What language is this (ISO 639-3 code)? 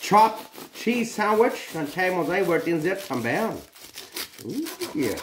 pdt